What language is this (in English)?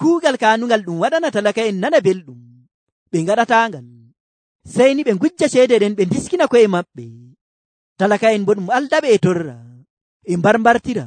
Nigerian Fulfulde